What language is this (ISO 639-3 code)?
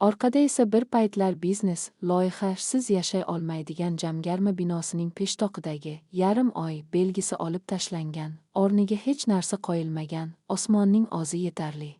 uzb